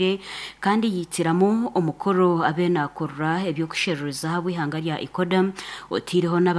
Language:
Nyoro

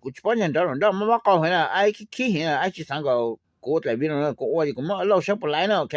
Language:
Hmong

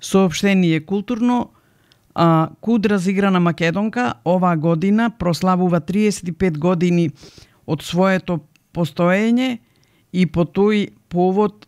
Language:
Macedonian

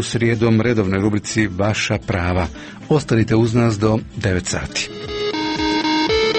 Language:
Croatian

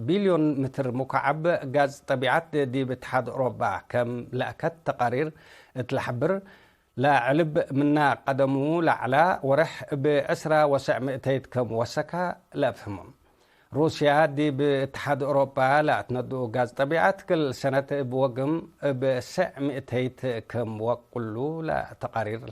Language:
Tigre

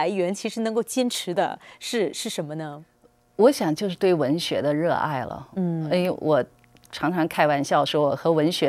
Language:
Chinese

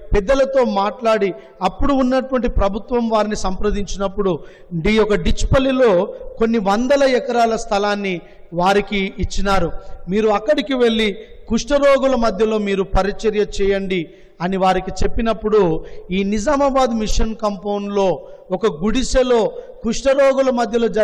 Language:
Telugu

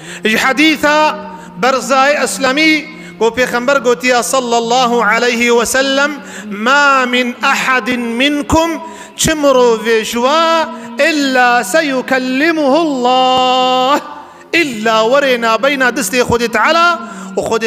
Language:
Kurdish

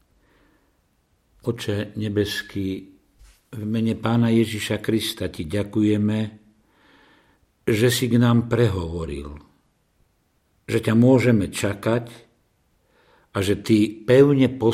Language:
Slovak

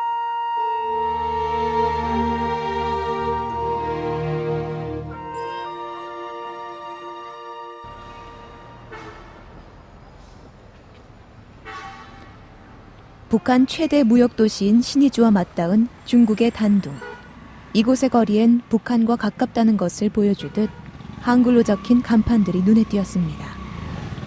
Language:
Korean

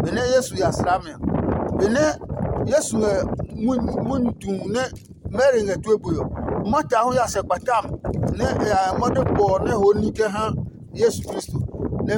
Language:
Adangme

